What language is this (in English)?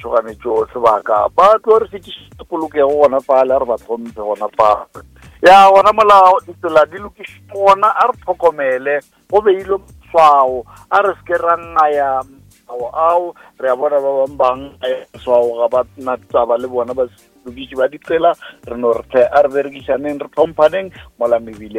Northern Sotho